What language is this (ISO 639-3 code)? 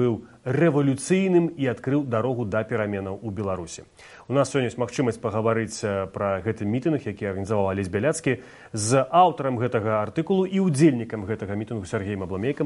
bel